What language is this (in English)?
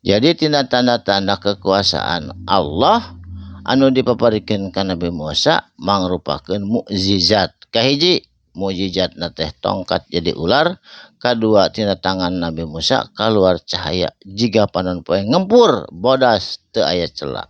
Sundanese